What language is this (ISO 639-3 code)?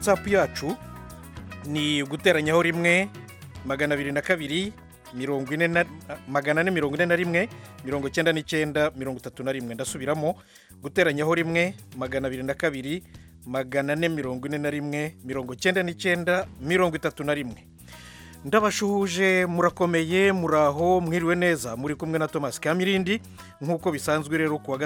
kin